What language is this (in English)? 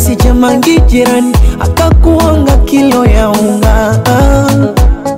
Swahili